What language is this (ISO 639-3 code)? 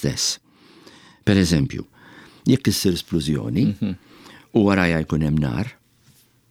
mlt